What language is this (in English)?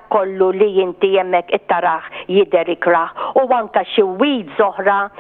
Maltese